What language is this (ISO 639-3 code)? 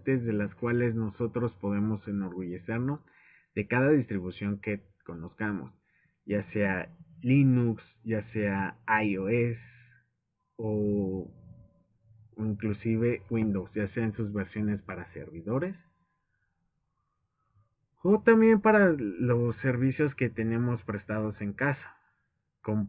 spa